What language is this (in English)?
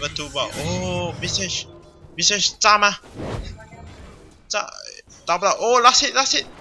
Chinese